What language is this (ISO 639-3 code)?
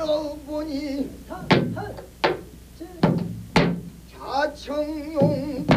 kor